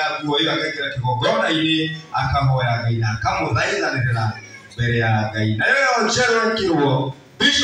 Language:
Kikuyu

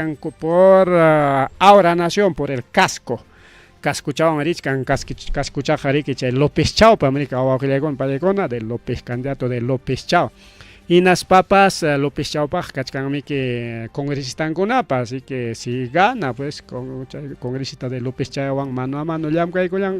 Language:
Ayacucho Quechua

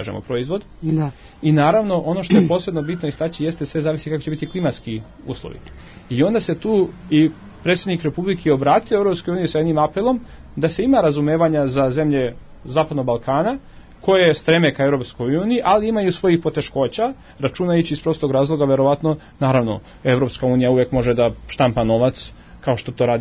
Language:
Serbian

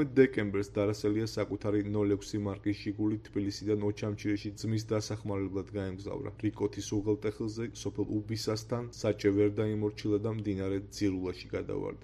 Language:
Georgian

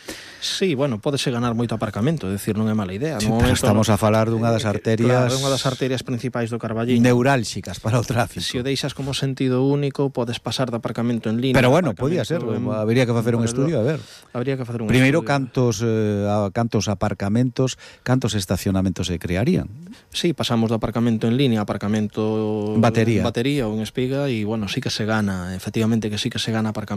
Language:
Galician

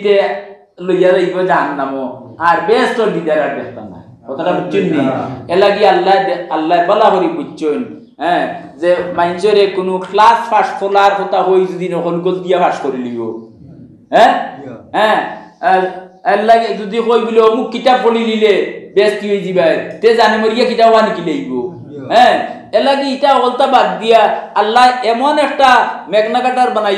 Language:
Sylheti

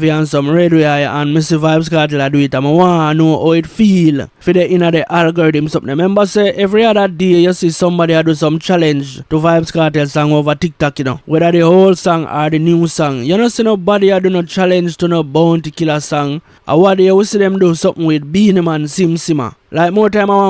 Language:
Jamaican Creole English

